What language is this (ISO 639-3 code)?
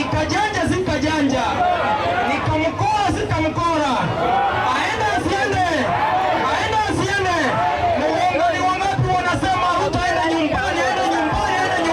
guz